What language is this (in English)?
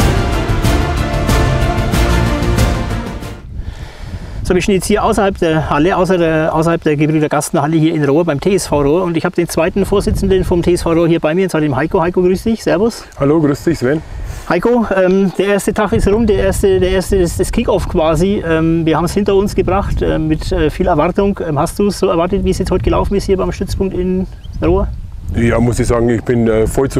German